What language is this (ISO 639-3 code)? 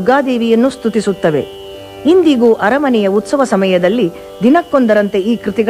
kan